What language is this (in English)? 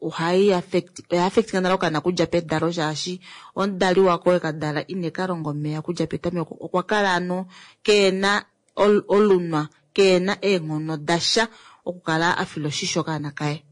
Kuanyama